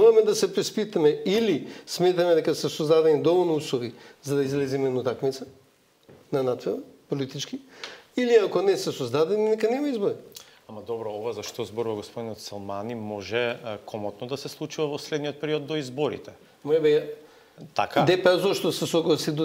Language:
Macedonian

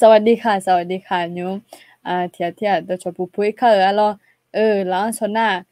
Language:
Akha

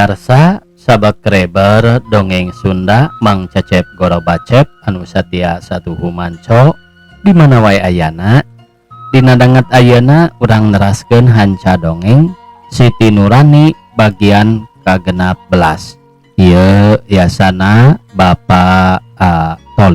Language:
Sundanese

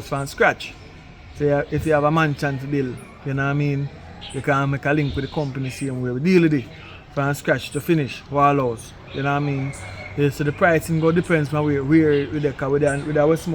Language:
Jamaican Creole English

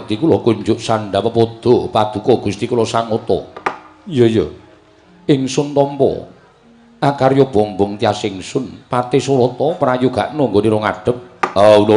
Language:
Javanese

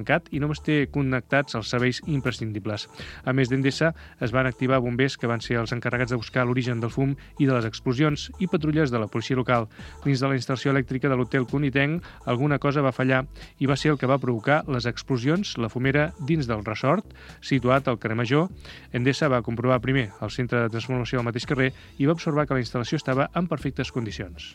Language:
Catalan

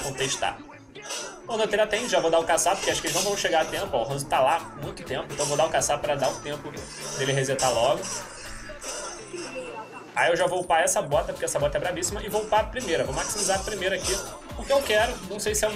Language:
Portuguese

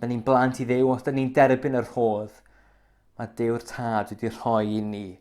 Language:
Welsh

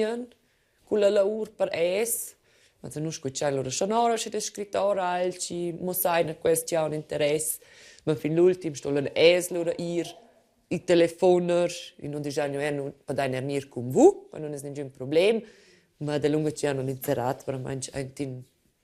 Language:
Romansh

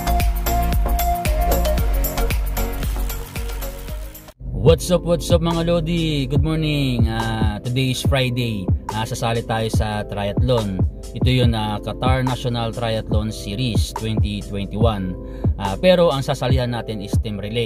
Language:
Filipino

